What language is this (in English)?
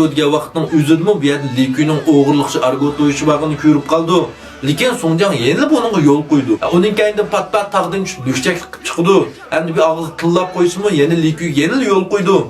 Uyghur